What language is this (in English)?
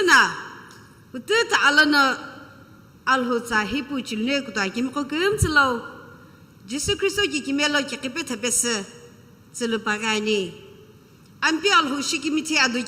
Sumi Naga